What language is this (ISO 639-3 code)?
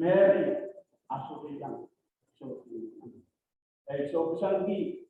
pon